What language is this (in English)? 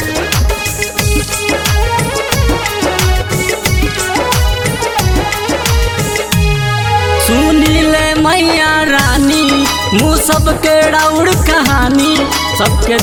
Bhojpuri